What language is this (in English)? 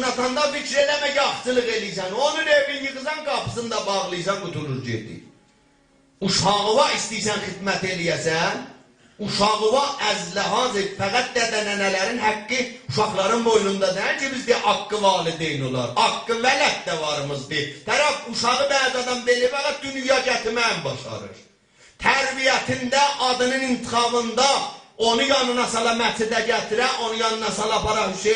South Azerbaijani